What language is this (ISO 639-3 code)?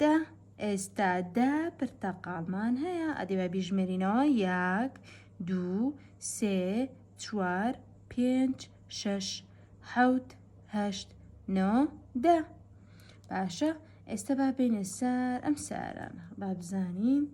ckb